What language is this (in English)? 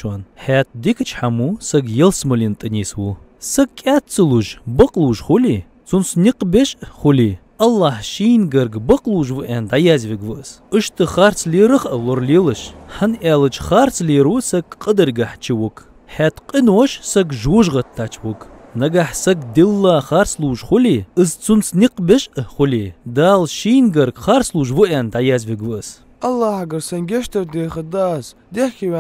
Ingush